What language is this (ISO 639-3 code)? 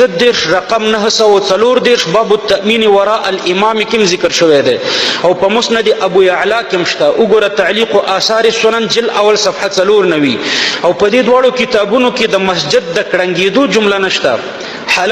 pus